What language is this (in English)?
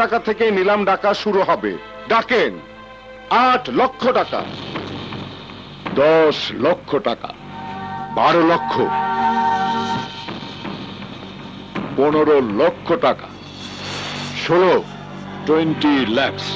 Bangla